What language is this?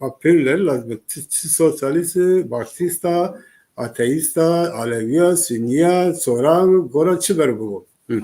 Zaza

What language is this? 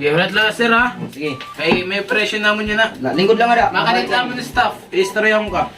Waray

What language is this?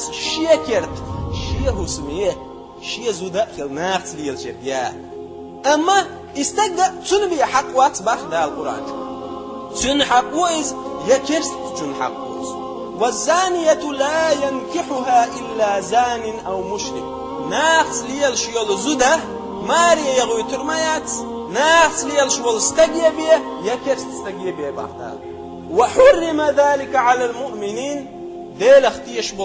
Chechen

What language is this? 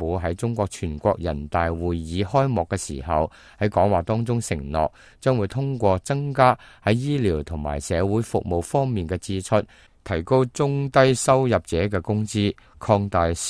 Cantonese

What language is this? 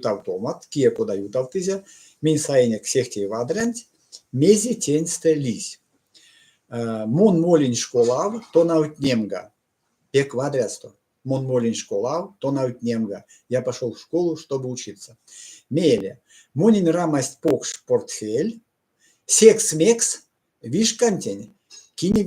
Erzya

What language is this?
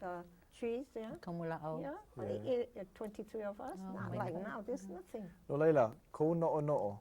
Hawaiian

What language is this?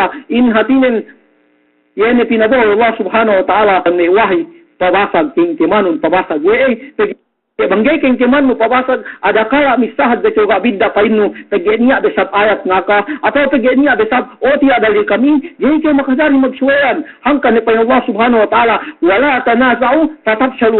Yakan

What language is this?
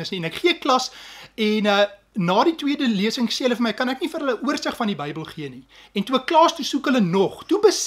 Afrikaans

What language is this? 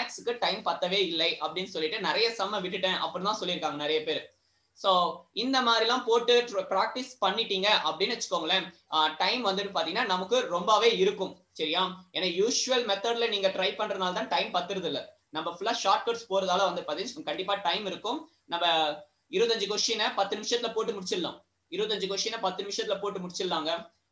Tamil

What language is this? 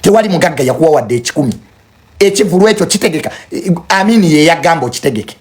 Ganda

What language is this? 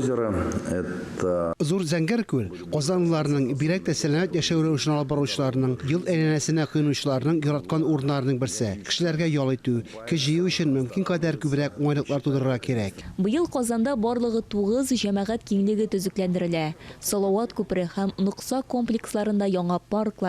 Tatar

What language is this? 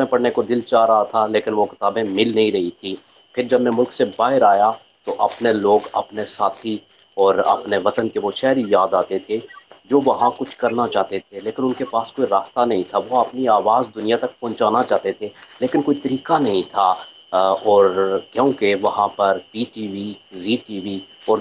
Urdu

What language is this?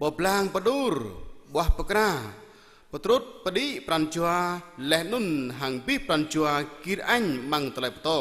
Jarai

